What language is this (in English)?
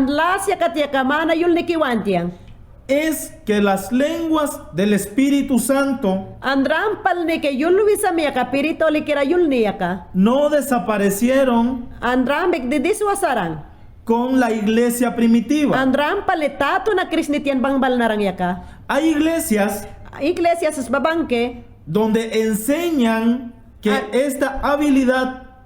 Mayangna